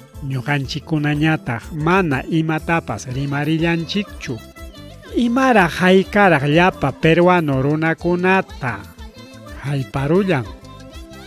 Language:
Ayacucho Quechua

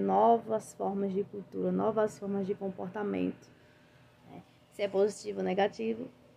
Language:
Portuguese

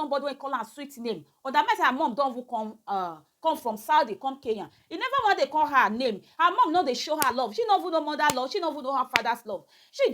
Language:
Nigerian Pidgin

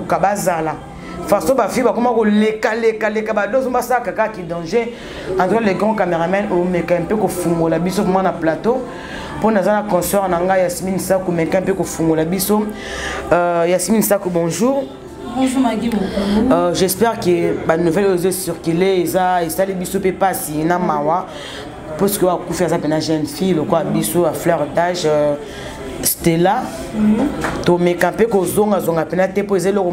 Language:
Lingala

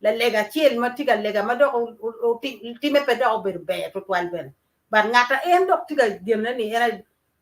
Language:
Acoli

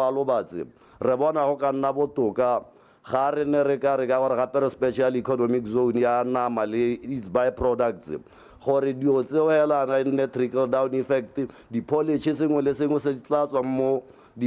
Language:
Tswana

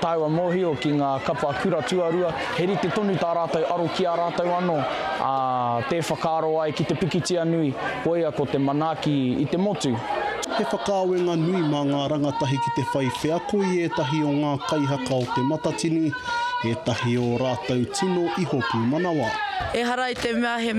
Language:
Māori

